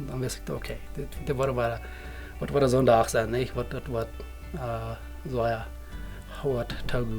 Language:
Plautdietsch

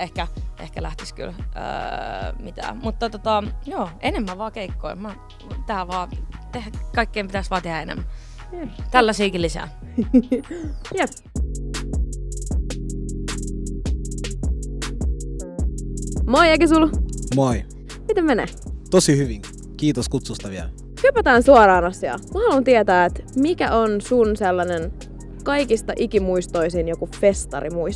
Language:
Finnish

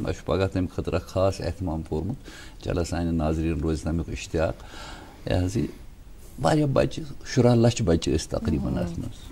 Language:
Kashmiri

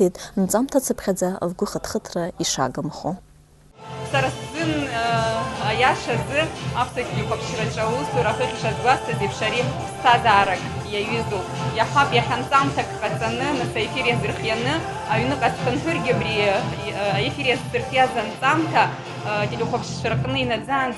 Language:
Abkhazian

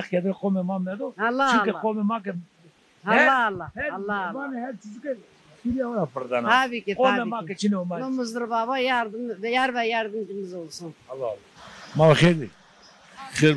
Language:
Zaza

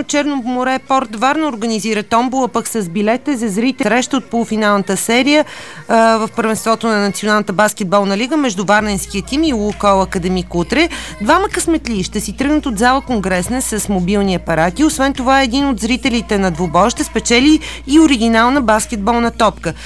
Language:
Bulgarian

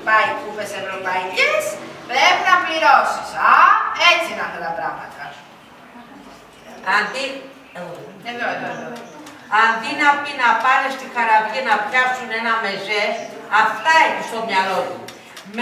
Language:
Greek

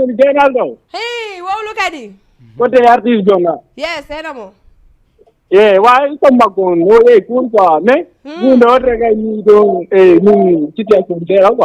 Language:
Fula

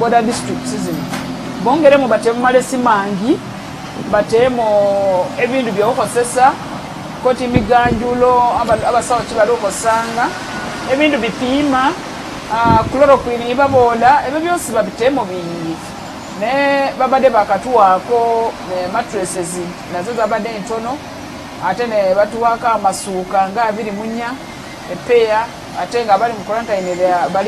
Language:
Ganda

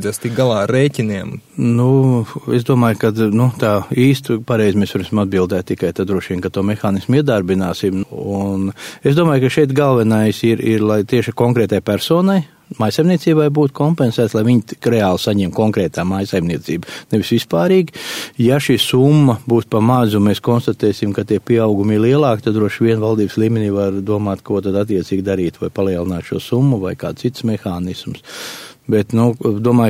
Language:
Latvian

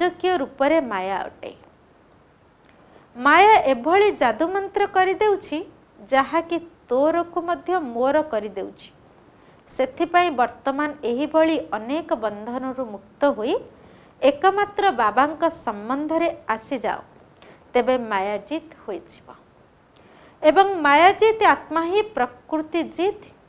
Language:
Odia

